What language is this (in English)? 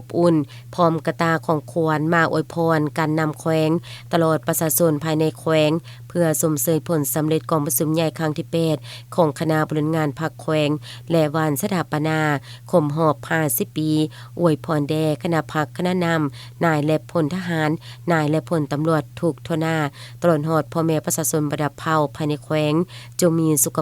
Lao